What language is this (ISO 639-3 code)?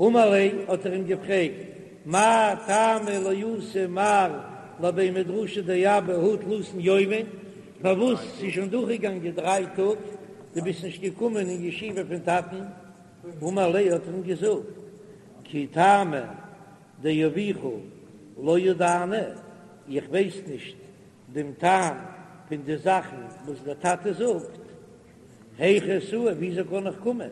yid